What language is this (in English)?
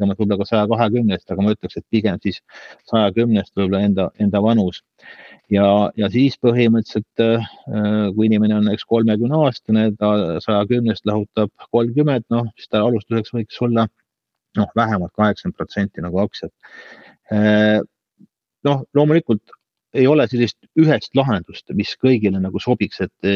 Estonian